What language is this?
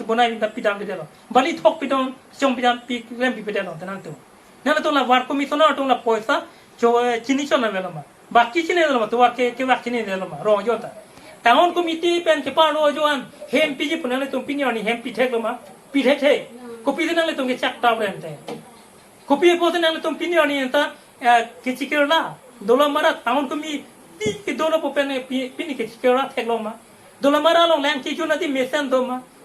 Karbi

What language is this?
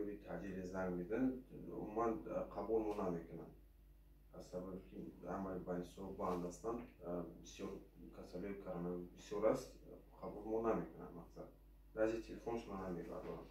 Tajik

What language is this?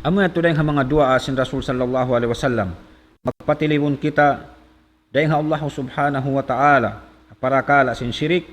Tausug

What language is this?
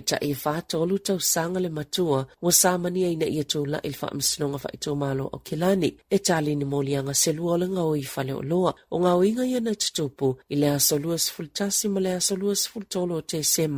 Samoan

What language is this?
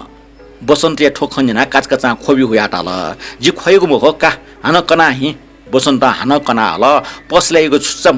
Newari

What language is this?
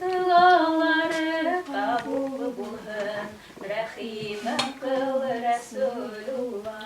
Bashkir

